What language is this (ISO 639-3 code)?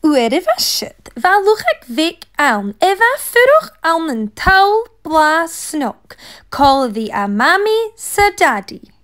gla